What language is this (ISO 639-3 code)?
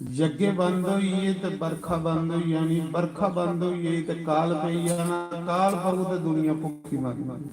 doi